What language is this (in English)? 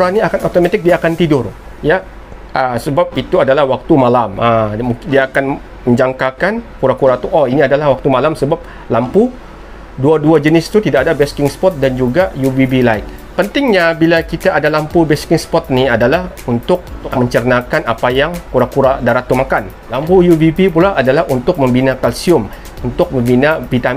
Malay